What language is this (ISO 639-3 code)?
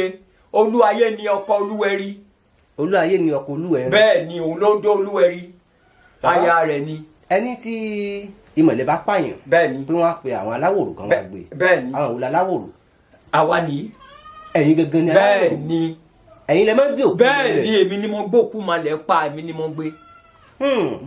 yor